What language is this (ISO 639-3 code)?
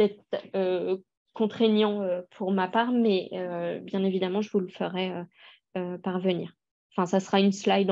fra